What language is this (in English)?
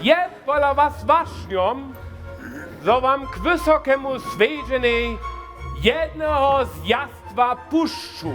Upper Sorbian